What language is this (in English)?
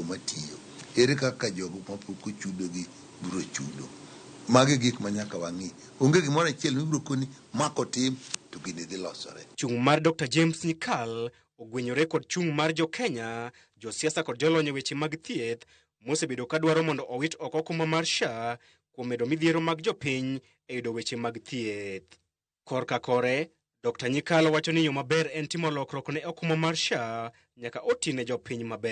Luo (Kenya and Tanzania)